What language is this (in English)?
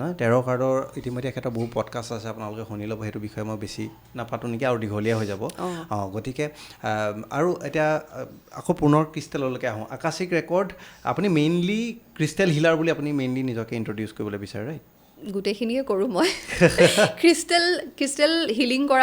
Assamese